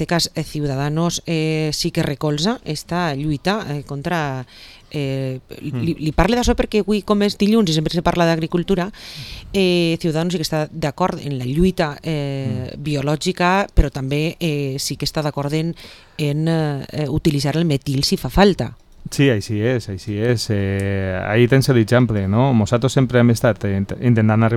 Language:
Catalan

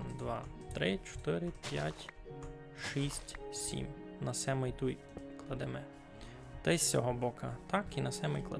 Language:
Rusyn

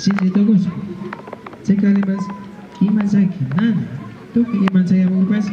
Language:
Imbabura Highland Quichua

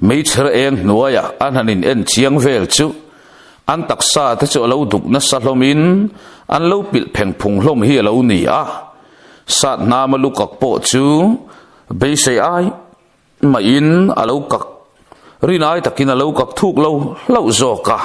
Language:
Mizo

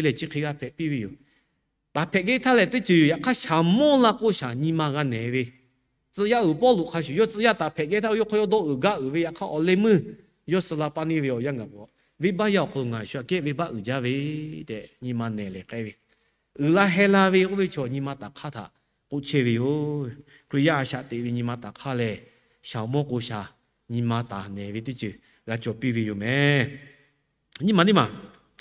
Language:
Lahu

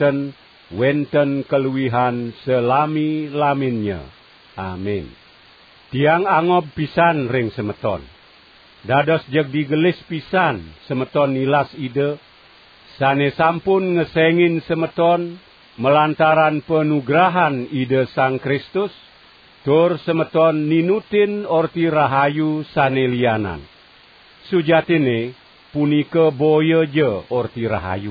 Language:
Balinese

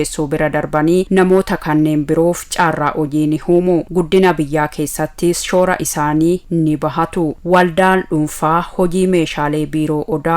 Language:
Oromo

